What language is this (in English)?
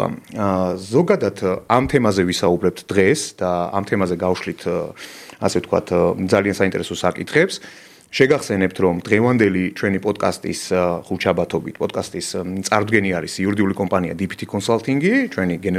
Georgian